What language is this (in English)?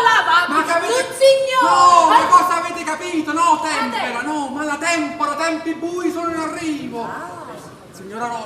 Neapolitan